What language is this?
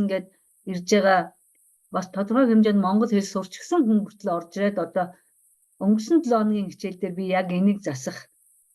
Mongolian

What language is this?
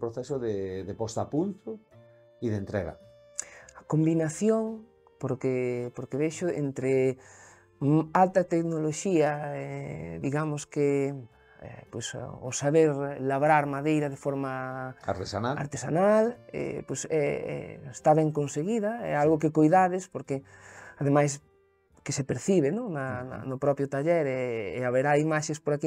Galician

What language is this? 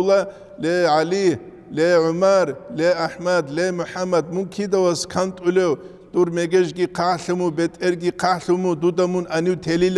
Avaric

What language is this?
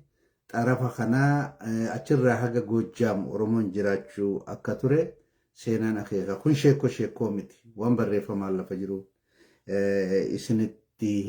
Oromo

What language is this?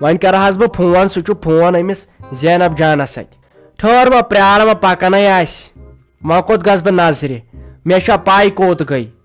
Kashmiri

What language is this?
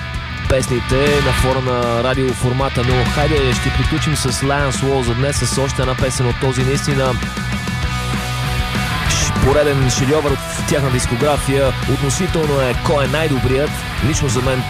Bulgarian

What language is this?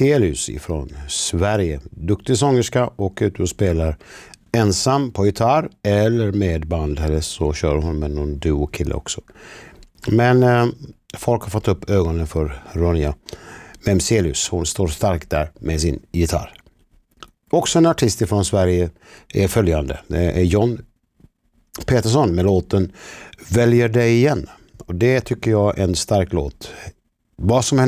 Swedish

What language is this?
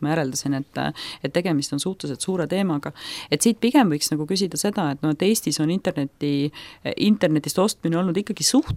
Estonian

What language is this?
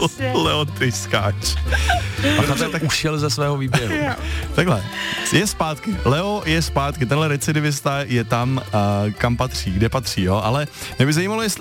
Czech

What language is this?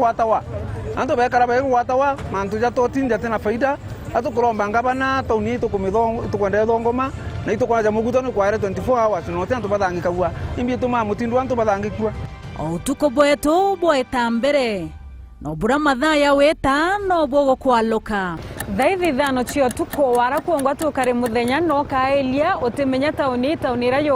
Meru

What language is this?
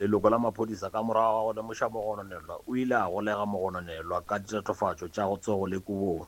Northern Sotho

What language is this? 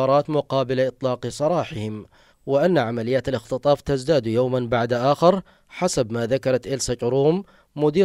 Arabic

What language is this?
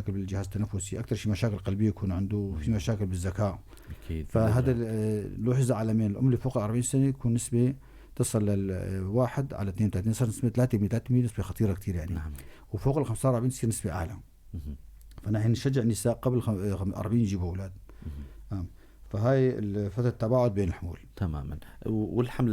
North Levantine Arabic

